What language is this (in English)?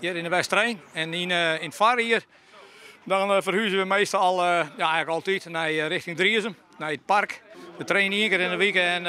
Western Frisian